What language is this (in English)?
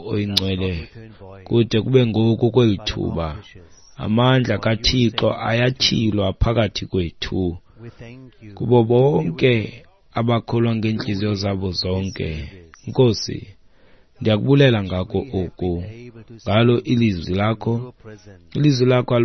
Xhosa